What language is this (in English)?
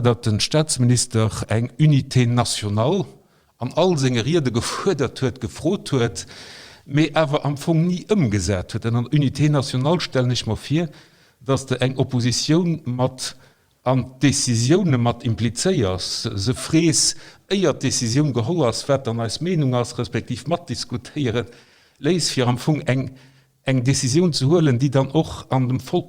Luxembourgish